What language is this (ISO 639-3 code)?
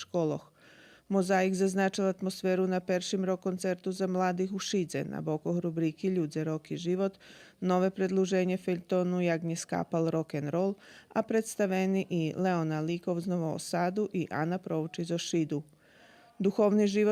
rue